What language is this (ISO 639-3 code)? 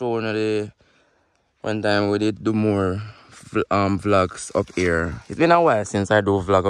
jam